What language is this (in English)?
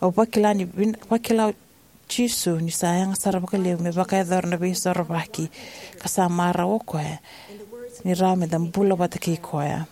Fijian